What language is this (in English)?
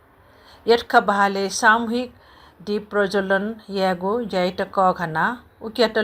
Newari